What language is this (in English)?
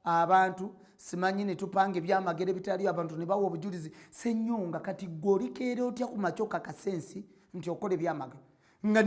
Ganda